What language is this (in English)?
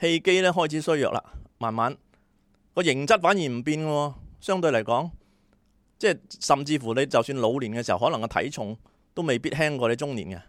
Cantonese